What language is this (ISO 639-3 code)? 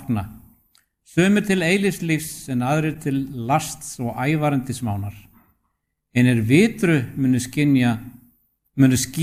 isl